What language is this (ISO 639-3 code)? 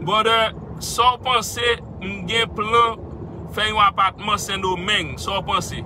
hat